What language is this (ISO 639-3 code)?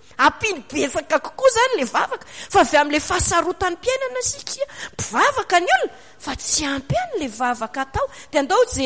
mlg